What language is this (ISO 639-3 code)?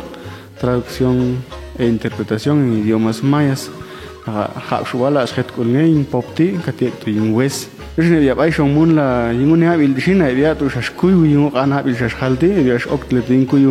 jac